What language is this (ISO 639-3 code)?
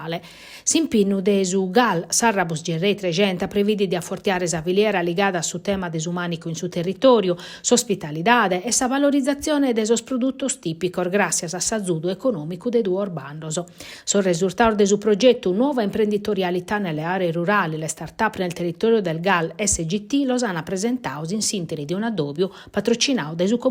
srd